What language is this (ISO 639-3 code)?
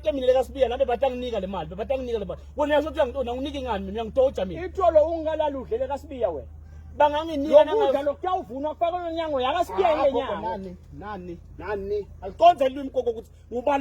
ssw